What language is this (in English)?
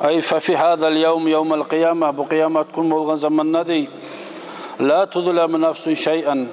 Kumyk